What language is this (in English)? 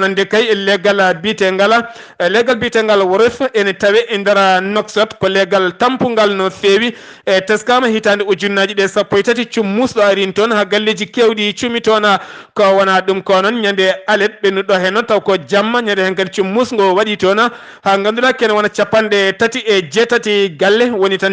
Fula